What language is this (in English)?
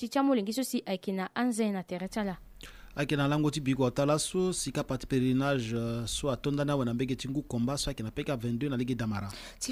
Sango